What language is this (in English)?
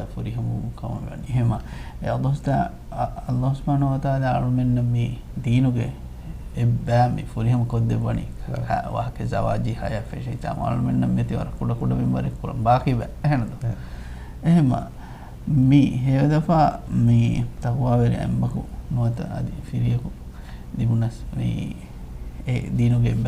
Divehi